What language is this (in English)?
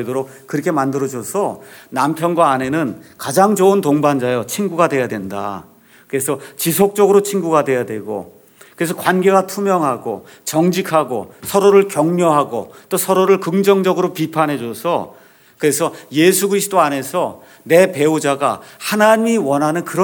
Korean